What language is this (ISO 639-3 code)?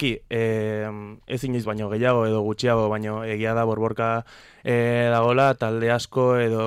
eus